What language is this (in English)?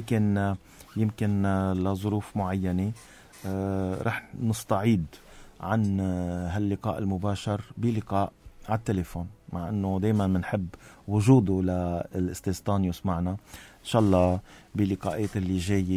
North Levantine Arabic